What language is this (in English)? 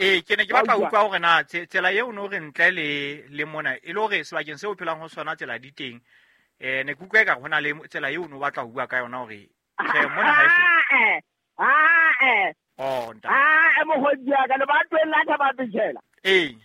Southern Sotho